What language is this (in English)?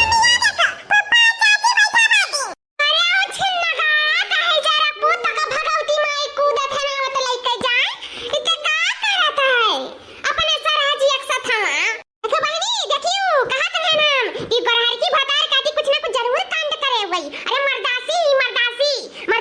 Awadhi